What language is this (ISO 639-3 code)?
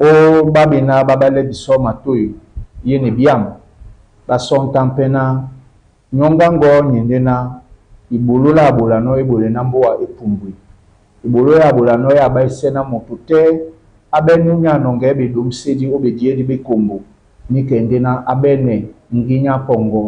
dua